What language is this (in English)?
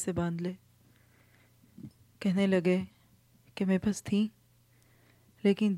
Urdu